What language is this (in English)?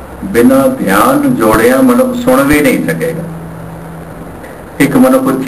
Punjabi